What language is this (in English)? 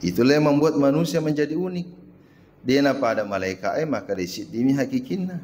Buginese